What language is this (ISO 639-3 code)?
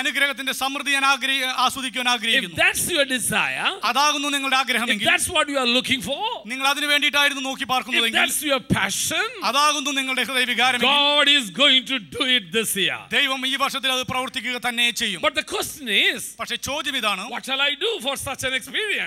mal